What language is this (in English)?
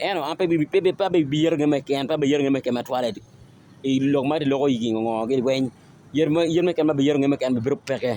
Acoli